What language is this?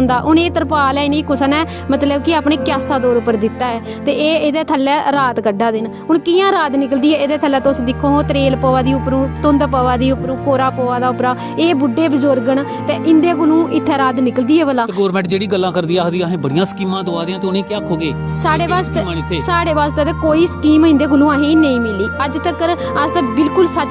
Dogri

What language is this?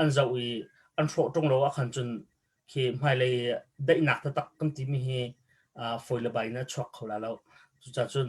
Hakha Chin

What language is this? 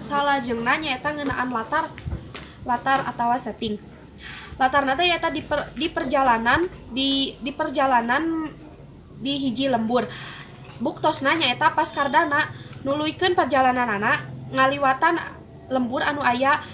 Sundanese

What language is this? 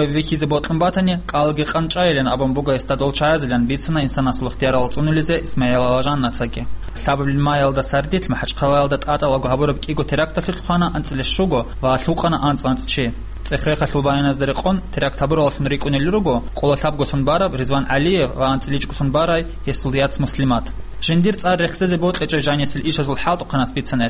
Avaric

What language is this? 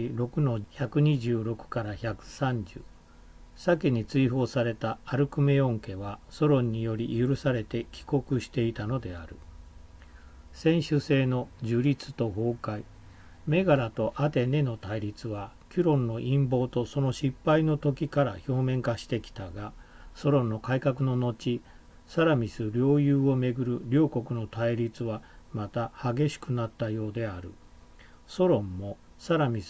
Japanese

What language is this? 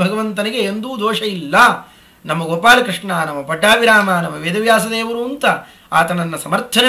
Kannada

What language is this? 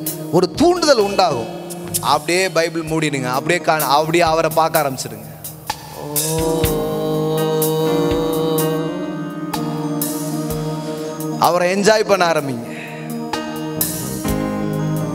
Tamil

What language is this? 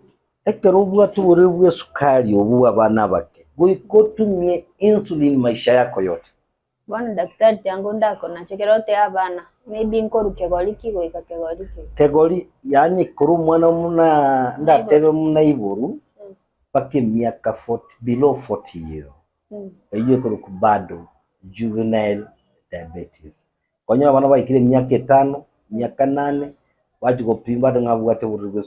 Gusii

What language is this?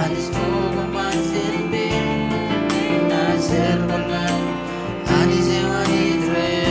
Marshallese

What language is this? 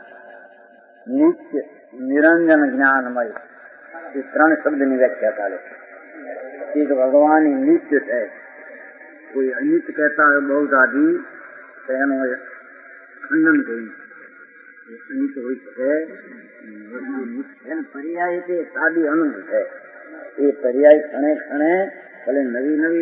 Gujarati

